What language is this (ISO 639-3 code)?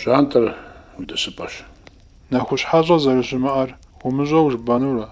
kbd